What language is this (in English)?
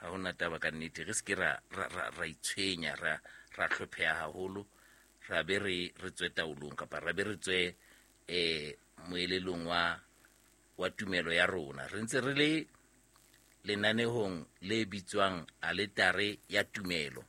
Southern Sotho